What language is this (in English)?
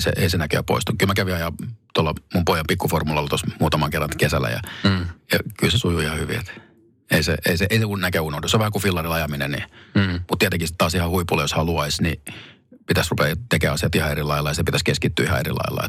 Finnish